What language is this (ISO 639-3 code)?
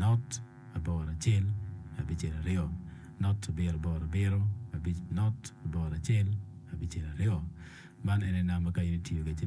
ach